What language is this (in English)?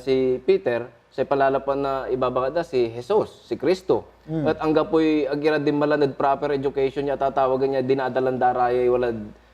Pangasinan